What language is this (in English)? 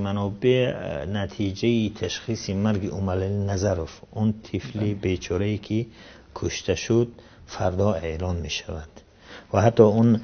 Tajik